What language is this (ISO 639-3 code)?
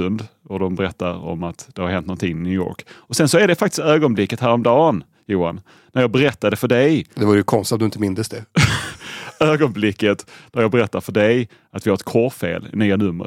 swe